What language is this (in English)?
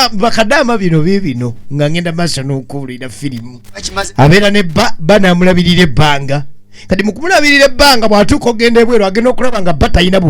Ganda